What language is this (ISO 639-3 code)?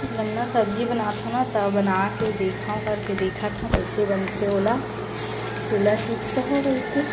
hne